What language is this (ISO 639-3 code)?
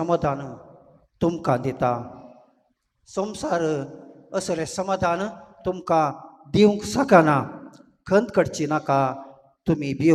kok